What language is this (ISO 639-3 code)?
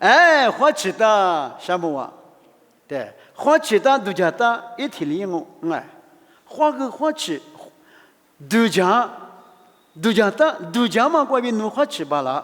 lis